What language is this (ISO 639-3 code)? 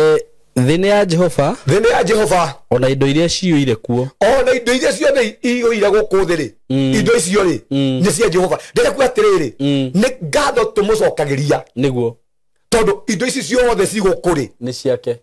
kik